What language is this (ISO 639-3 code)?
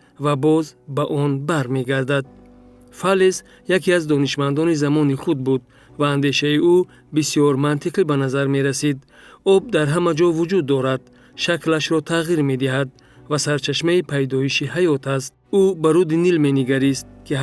tgk